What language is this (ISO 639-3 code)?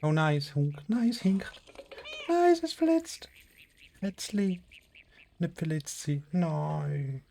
gsw